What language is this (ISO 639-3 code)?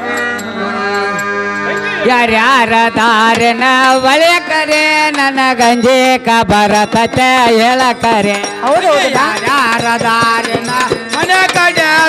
kan